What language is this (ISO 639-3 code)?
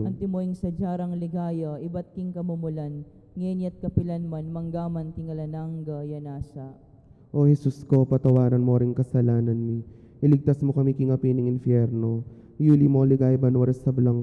pam